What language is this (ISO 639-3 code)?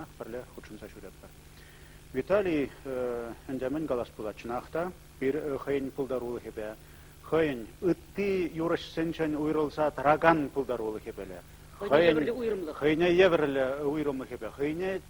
chv